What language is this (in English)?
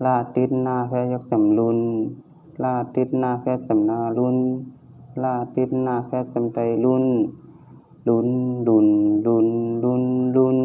Shan